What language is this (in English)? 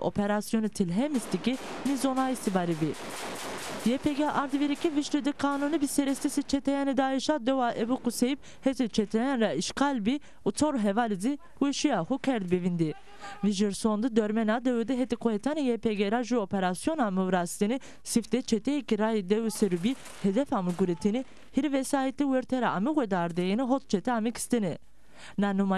Zaza